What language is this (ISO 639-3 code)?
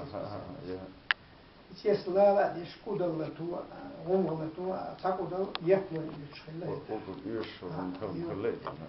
che